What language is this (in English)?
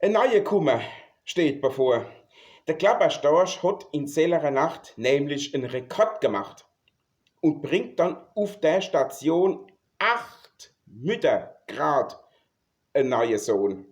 Palatine German